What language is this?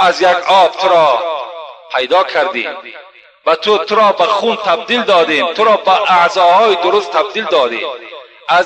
Tajik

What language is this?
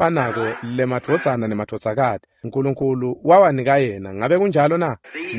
Swati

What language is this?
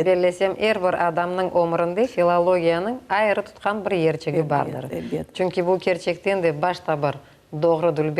Crimean Tatar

